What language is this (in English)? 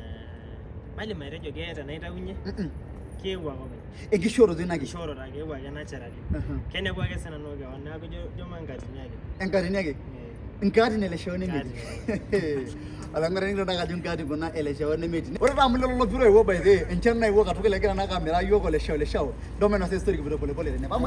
Masai